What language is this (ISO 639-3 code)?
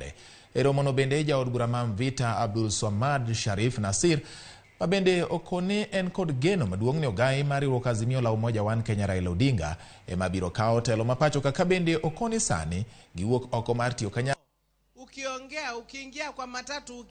luo